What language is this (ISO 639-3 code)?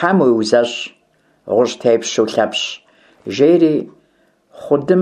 kbd